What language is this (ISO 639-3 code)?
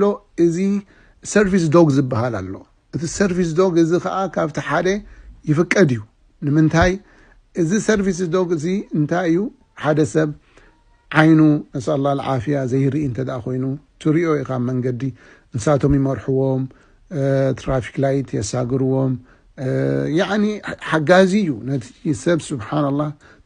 tir